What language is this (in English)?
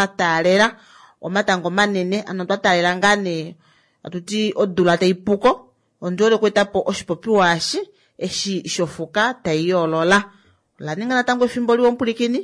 Kuanyama